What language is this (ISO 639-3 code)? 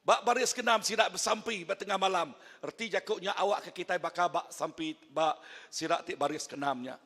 iba